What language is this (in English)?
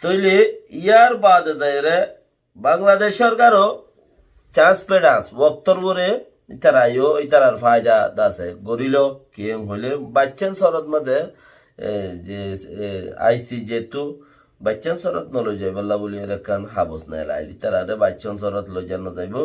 Rohingya